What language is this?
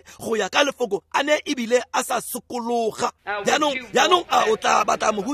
Tswana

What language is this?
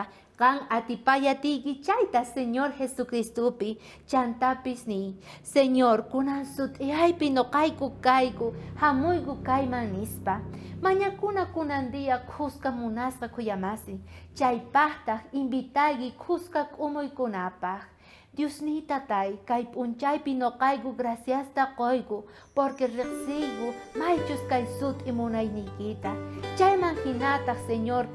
South Bolivian Quechua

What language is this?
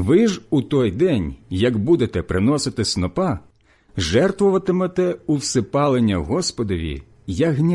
Ukrainian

